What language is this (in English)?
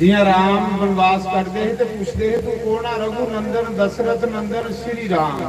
Dogri